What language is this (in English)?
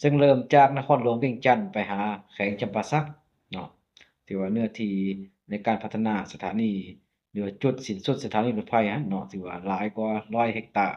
Lao